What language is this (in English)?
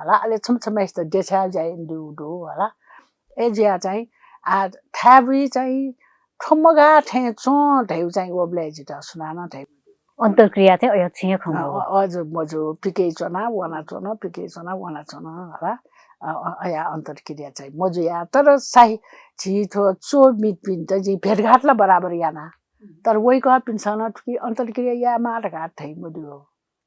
Newari